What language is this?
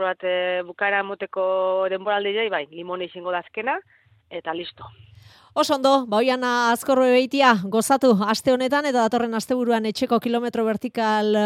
Basque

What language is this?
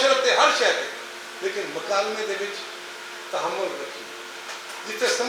Western Panjabi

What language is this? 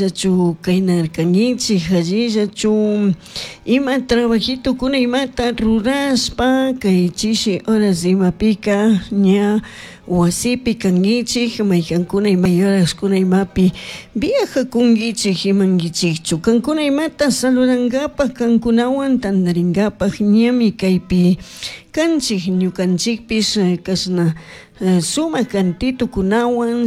Chimborazo Highland Quichua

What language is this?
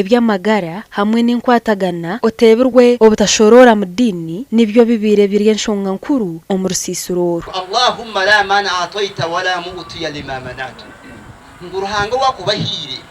Nyankole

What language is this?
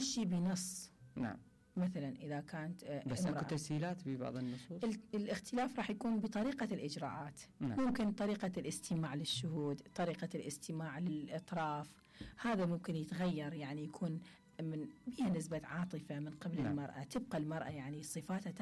Mesopotamian Arabic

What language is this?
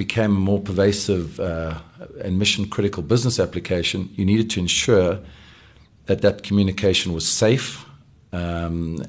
English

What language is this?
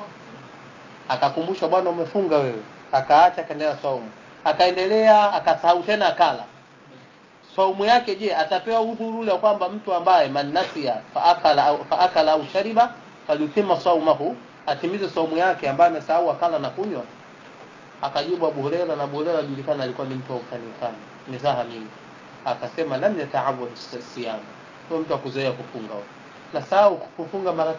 Swahili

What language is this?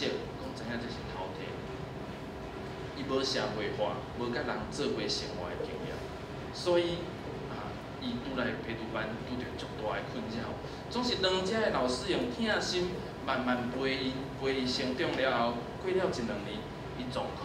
Min Nan Chinese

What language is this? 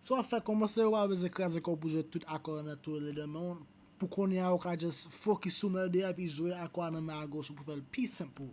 Haitian Creole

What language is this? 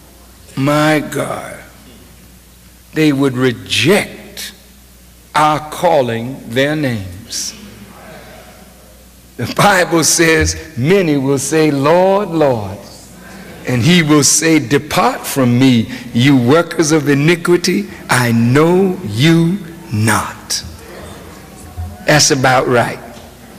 English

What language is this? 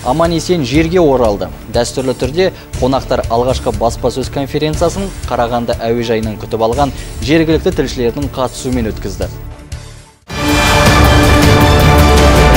Kazakh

